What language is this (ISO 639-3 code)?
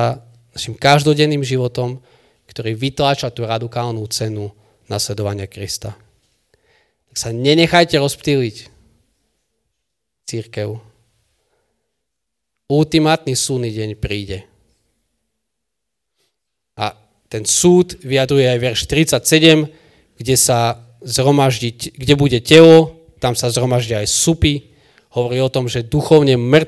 slk